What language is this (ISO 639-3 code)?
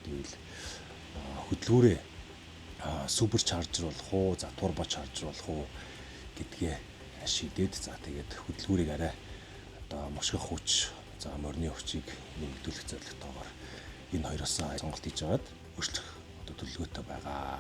mon